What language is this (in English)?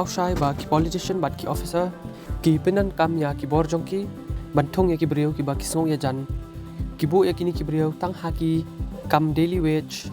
Khasi